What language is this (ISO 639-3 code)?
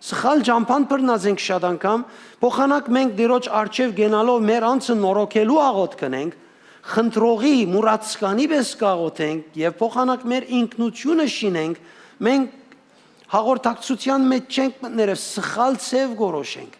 hyw